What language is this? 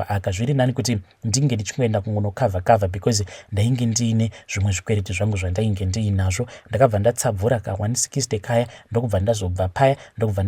Shona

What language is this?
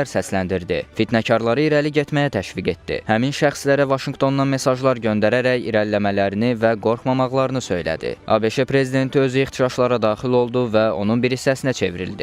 Azerbaijani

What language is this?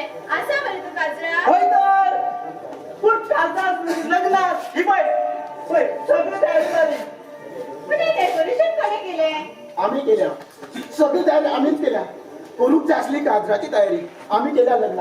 Konkani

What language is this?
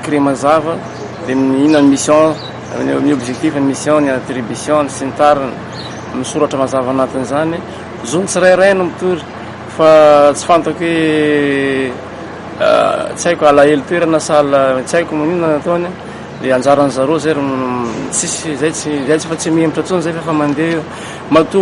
Malagasy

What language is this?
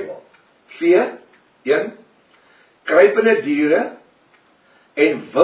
Afrikaans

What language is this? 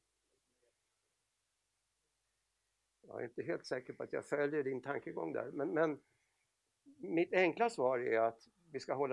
Swedish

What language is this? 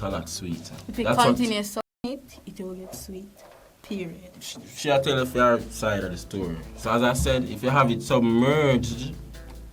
Jamaican Creole English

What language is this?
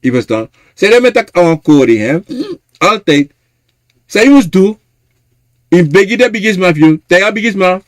Sranan Tongo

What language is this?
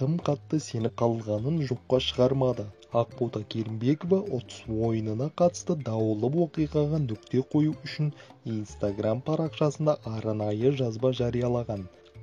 Kazakh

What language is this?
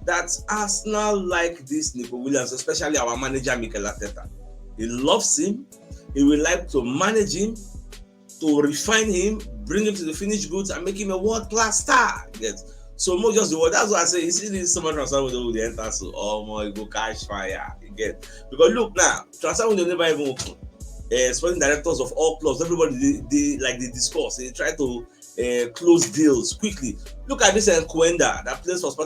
Nigerian Pidgin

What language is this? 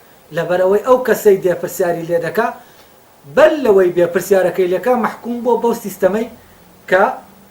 Central Kurdish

